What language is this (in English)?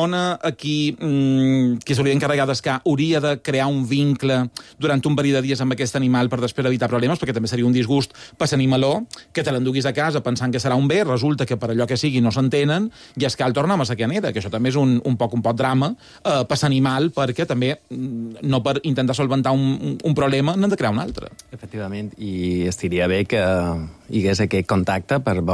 Catalan